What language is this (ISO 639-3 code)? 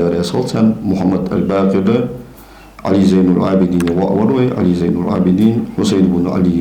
inh